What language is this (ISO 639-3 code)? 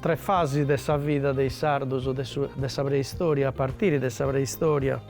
srd